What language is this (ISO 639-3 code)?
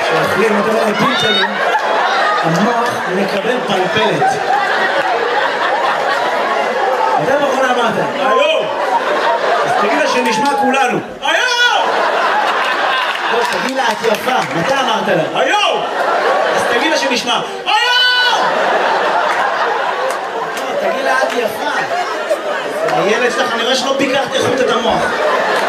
heb